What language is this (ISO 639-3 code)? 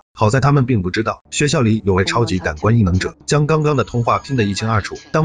zho